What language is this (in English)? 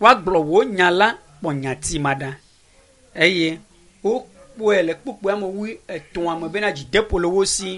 Ewe